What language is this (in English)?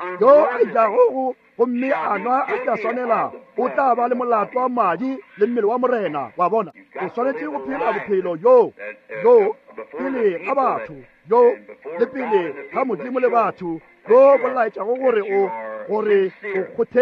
Northern Sotho